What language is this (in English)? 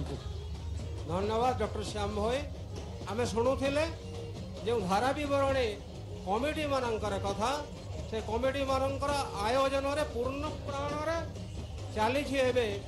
Odia